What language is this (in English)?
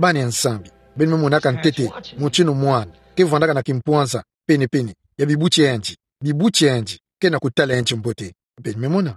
Kituba (Democratic Republic of Congo)